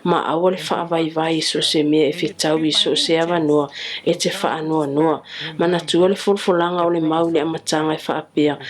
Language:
Samoan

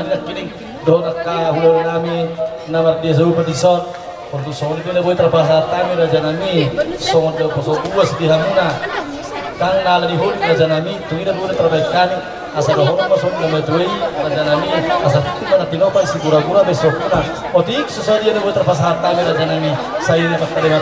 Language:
Batak Toba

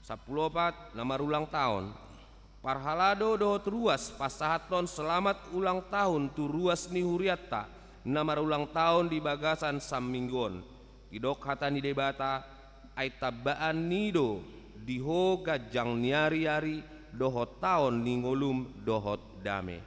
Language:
Batak Toba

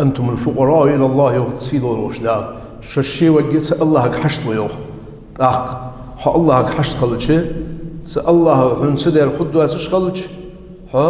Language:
Ingush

